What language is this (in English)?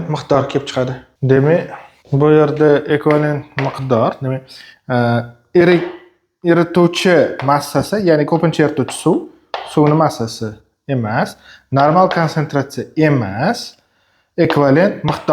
Uzbek